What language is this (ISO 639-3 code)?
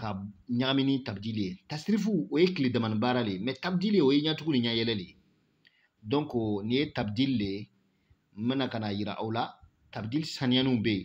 bam